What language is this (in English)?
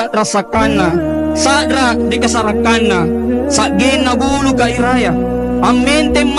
Makasar